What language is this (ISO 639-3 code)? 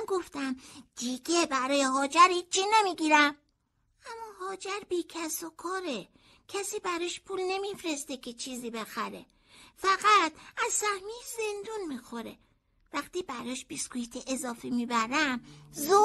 fas